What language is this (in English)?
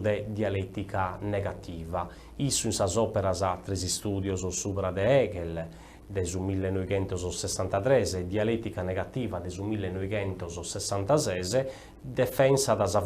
Sardinian